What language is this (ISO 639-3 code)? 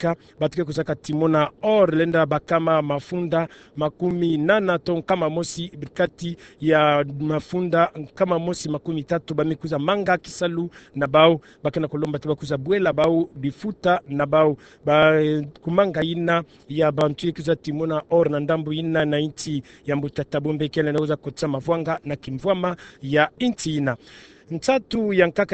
ktu